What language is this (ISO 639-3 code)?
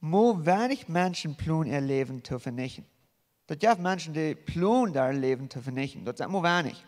pdt